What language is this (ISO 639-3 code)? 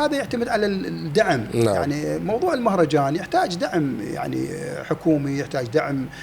acm